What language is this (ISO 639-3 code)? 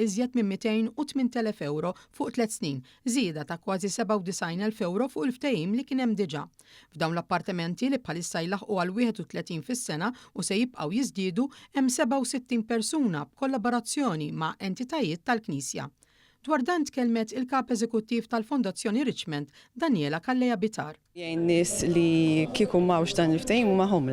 mlt